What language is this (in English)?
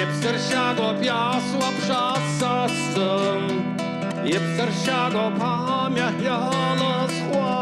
Abkhazian